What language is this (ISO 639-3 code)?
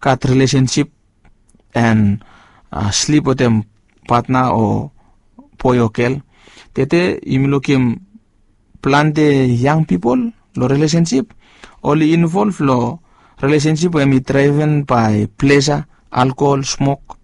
bis